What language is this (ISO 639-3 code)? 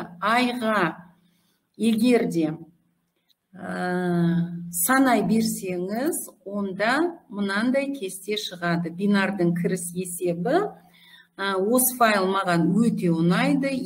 kaz